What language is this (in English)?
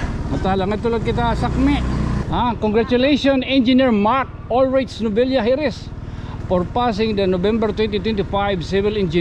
Waray